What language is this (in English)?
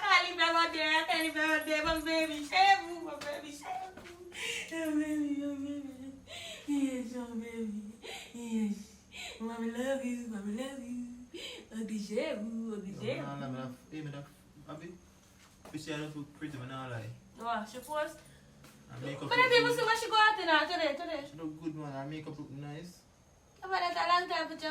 Jamaican Creole English